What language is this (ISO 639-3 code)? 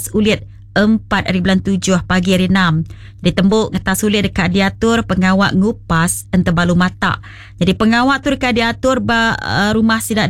iba